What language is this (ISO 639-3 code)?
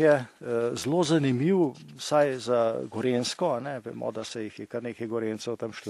slv